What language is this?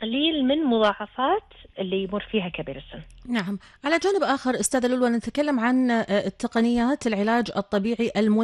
Gulf Arabic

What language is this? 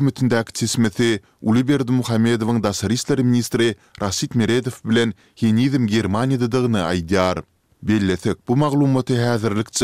Turkmen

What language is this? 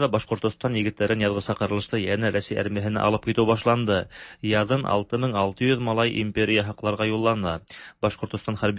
Tatar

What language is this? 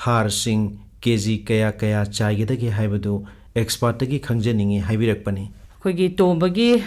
Manipuri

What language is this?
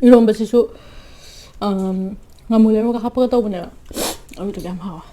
Manipuri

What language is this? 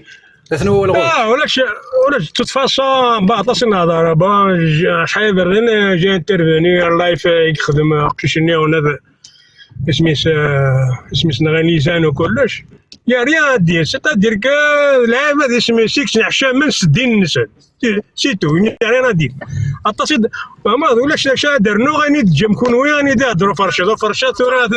Kabyle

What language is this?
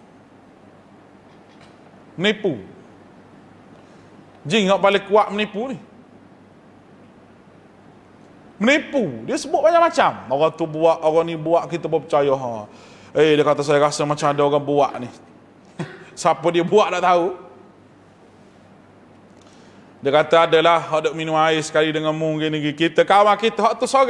Malay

